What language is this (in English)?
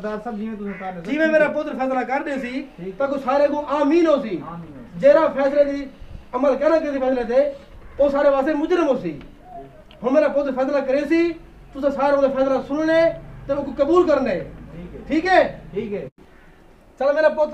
Saraiki